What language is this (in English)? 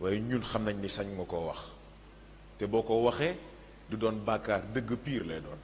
Wolof